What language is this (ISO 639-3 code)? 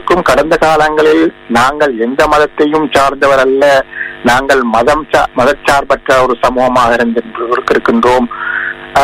tam